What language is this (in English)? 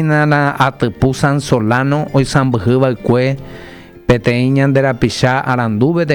Guarani